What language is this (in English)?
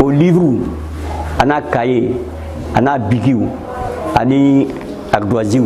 Bambara